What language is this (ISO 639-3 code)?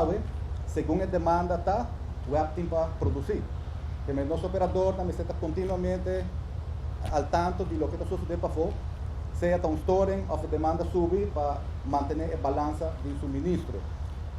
pap